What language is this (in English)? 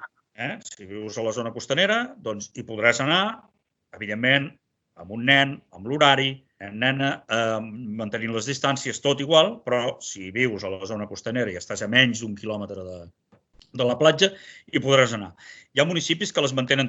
Catalan